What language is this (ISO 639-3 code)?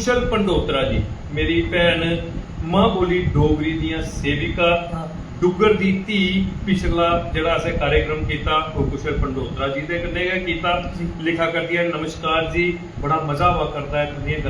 doi